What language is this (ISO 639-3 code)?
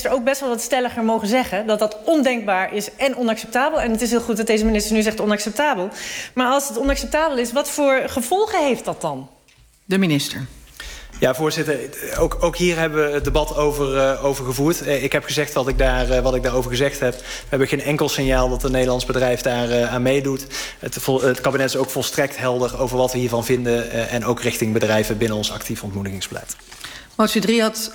nld